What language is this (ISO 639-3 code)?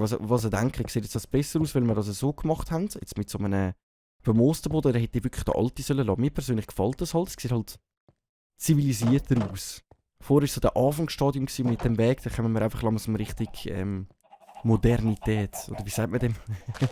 gsw